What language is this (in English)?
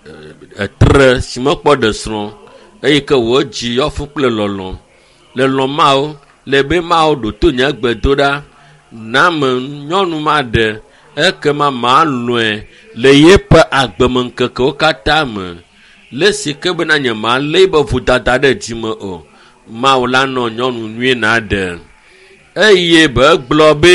Ewe